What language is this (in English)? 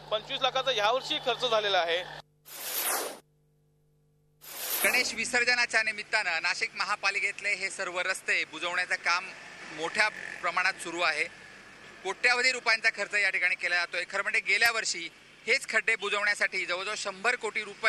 Marathi